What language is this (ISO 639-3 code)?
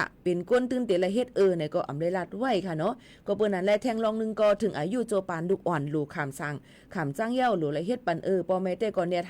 shn